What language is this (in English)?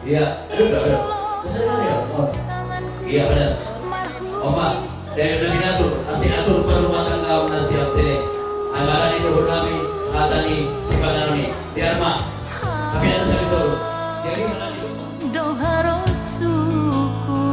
Batak Simalungun